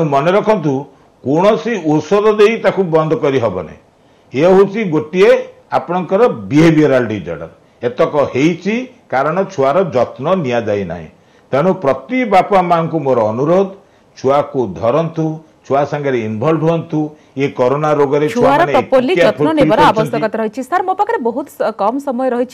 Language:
Odia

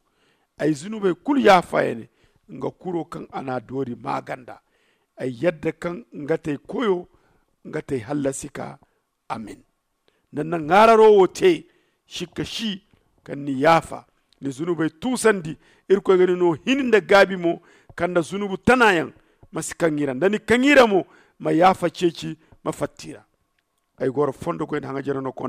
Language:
Zarma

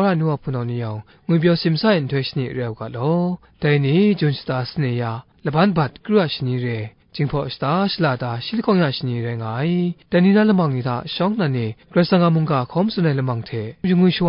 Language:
Kachin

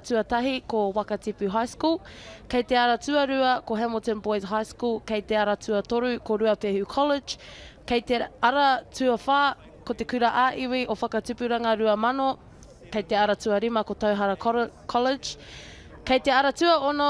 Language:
Māori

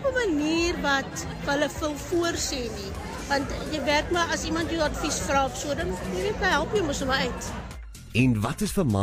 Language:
Afrikaans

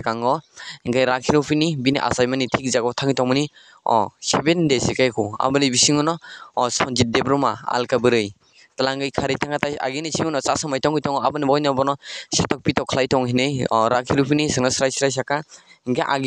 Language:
Kok Borok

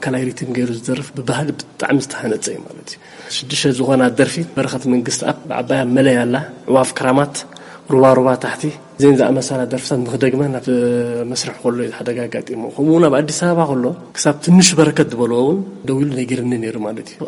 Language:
Tigrinya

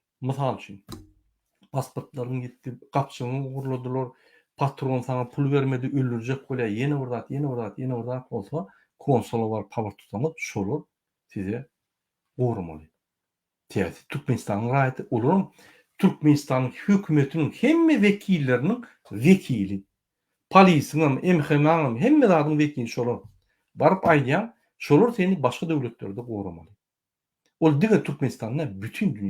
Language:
Turkmen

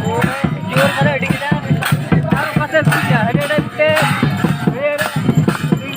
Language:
Santali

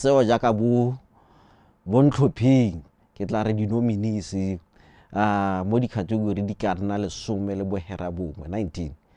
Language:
Tswana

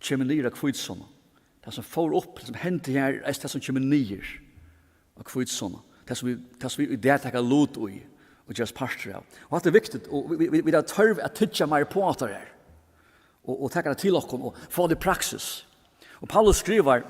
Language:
Faroese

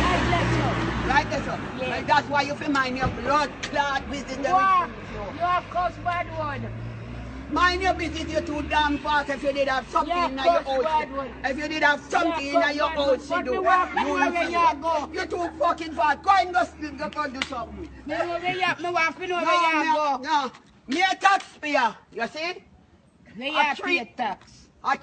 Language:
Jamaican Creole English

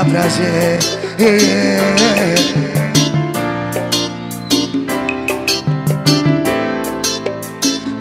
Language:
Portuguese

